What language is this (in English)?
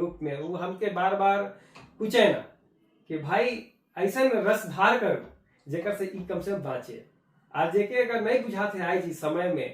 Sadri